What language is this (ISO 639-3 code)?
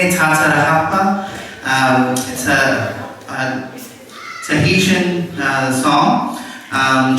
smo